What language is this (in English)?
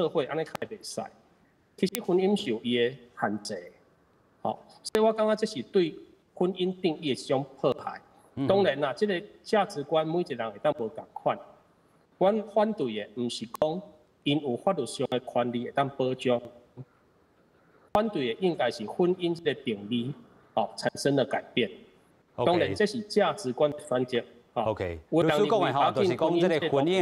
Min Nan Chinese